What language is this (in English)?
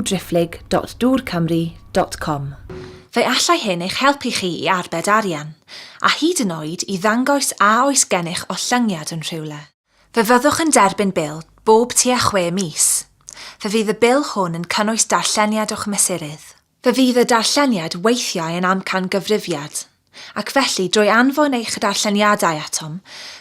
Welsh